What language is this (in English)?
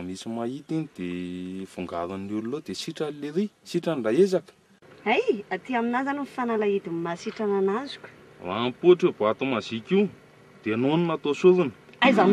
Malagasy